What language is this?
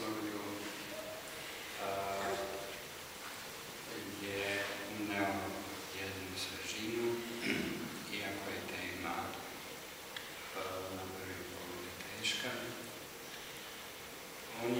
Serbian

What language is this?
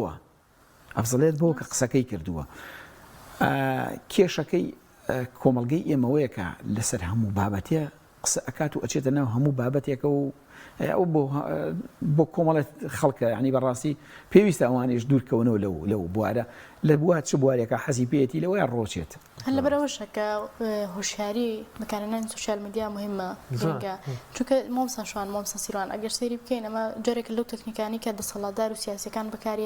Central Kurdish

